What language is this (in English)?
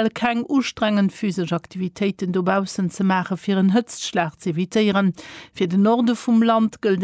Luxembourgish